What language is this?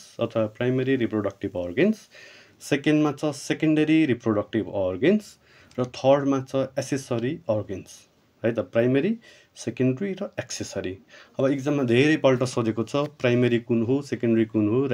Nepali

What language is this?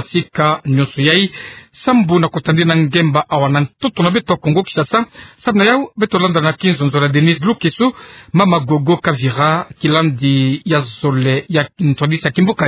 Kituba (Democratic Republic of Congo)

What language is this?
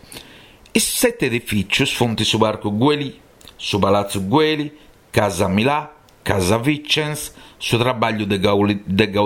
Sardinian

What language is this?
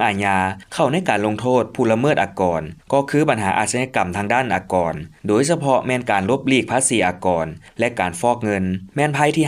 Lao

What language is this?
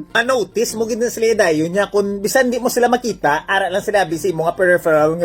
Hiligaynon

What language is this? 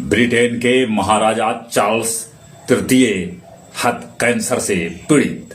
Magahi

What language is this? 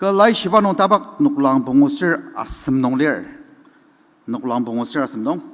Ao Naga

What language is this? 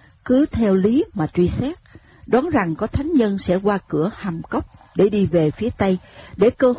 Vietnamese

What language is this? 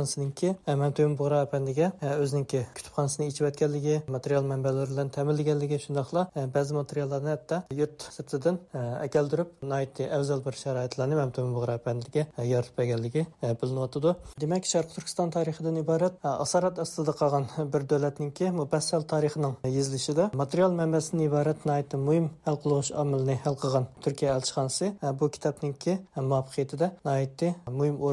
Uyghur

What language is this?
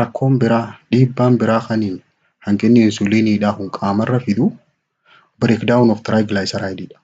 Oromo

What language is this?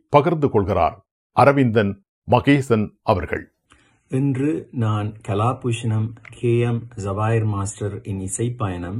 Tamil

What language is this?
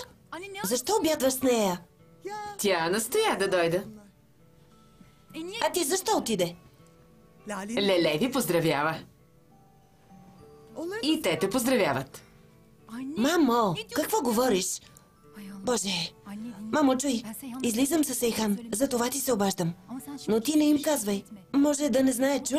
Bulgarian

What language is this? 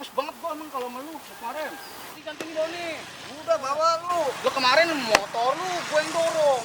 Betawi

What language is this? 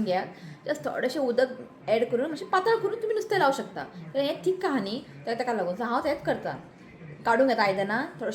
Konkani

